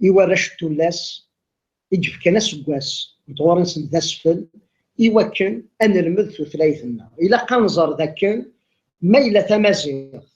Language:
Kabyle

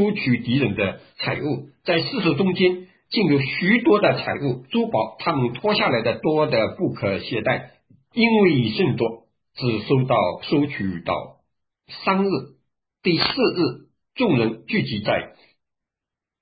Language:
Chinese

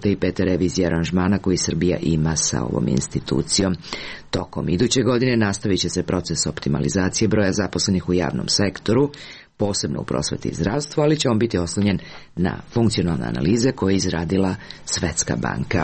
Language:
Serbian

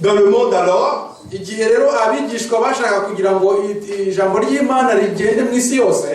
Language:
Kinyarwanda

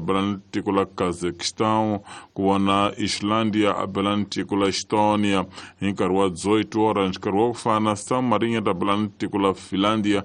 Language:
Tsonga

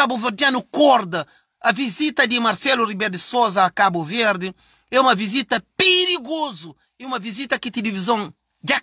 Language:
Kabuverdianu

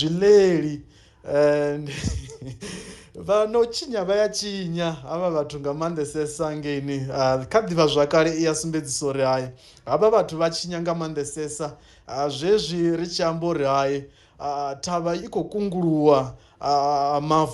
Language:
Venda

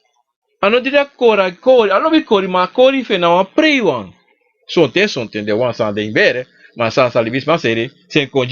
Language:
Sranan Tongo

